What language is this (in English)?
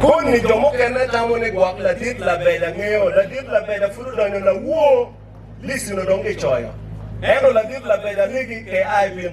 Acoli